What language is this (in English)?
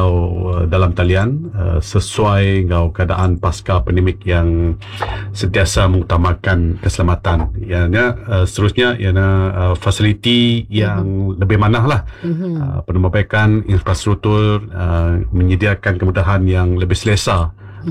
Iban